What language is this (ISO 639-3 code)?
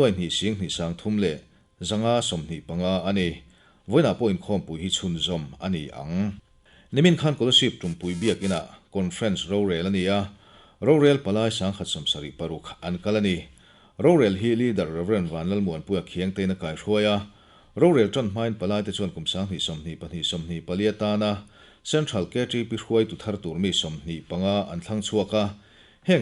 lus